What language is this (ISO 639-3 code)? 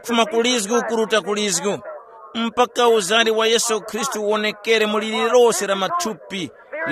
tum